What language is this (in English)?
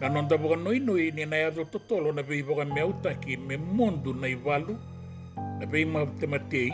Fijian